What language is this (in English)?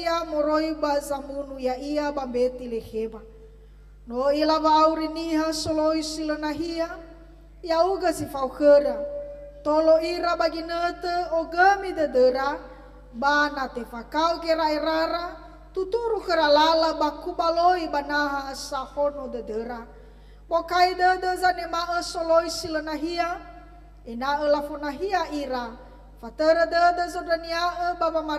Nias